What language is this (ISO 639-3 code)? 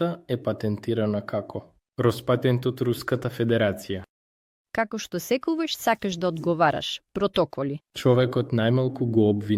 mkd